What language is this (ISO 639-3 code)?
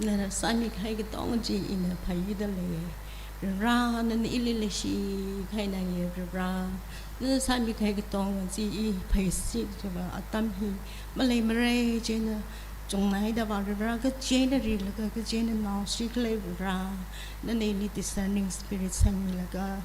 nmf